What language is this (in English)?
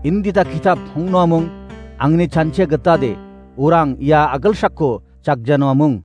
Garo